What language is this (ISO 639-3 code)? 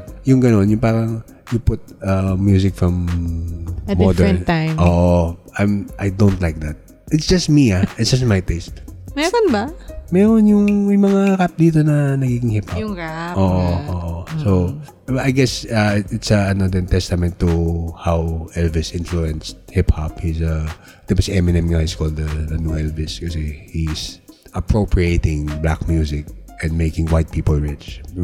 fil